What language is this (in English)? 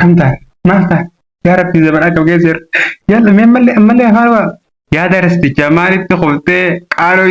Oromo